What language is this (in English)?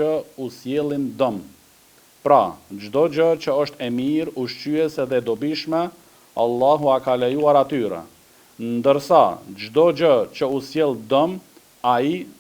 Albanian